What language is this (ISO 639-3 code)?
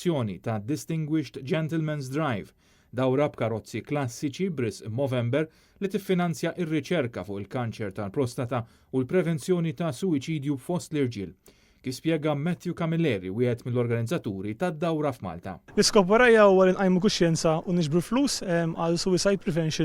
mlt